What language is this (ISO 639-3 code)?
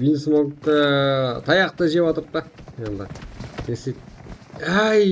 kaa